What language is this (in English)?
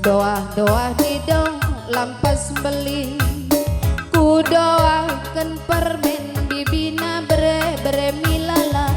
Batak Karo